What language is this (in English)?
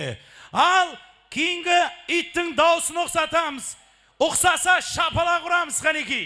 Kara-Kalpak